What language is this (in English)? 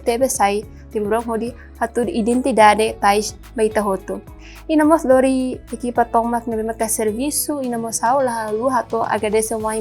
Tetum